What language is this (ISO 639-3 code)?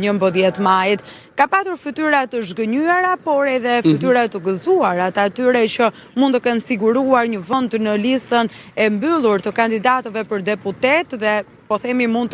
sqi